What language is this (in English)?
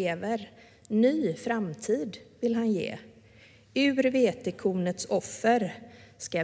Swedish